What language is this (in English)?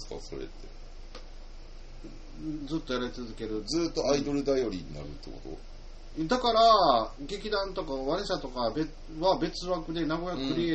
Japanese